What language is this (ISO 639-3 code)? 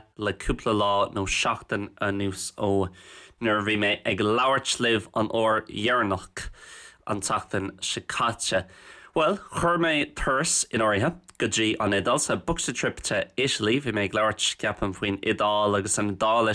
gle